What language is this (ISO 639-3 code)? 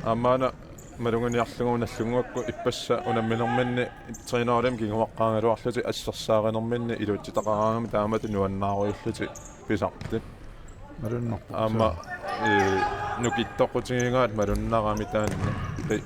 kal